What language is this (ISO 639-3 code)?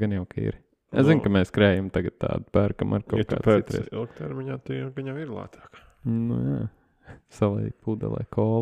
lav